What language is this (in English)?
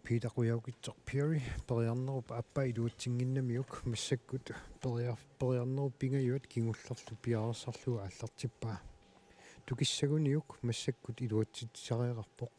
Kalaallisut